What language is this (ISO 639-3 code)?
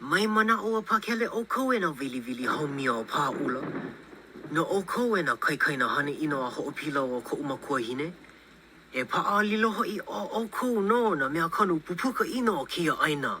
haw